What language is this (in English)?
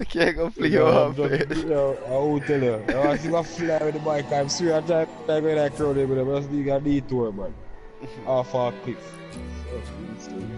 Jamaican Creole English